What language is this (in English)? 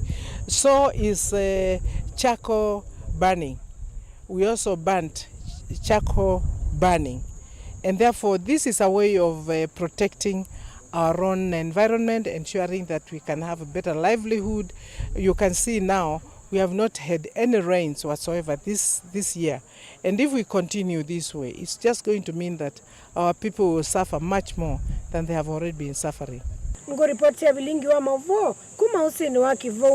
Kamba